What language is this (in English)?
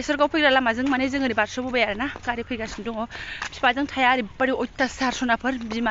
Bodo